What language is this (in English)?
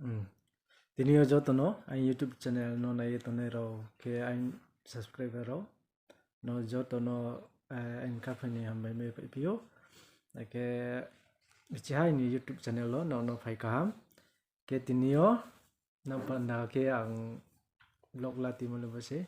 Riang (India)